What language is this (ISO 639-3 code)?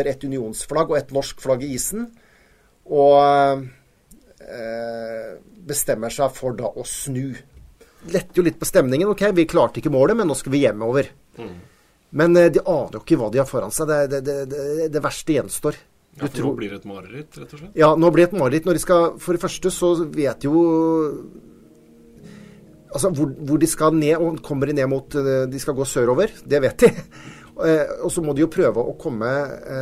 nor